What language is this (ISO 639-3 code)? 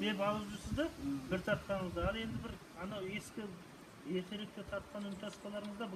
kaz